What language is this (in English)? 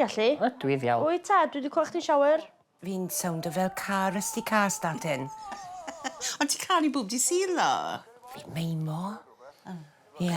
Welsh